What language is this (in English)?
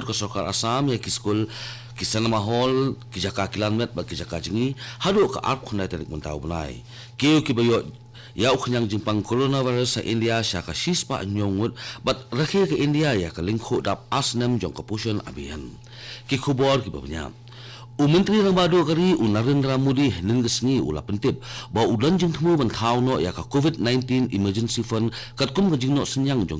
Khasi